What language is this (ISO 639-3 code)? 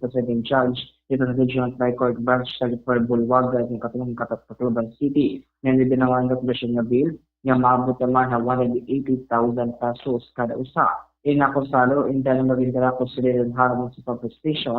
war